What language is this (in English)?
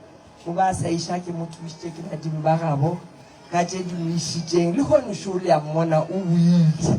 Northern Sotho